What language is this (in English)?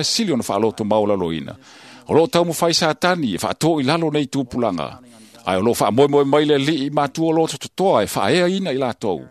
Samoan